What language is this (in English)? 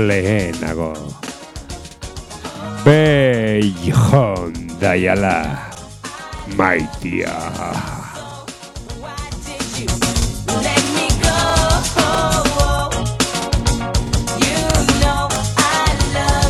Basque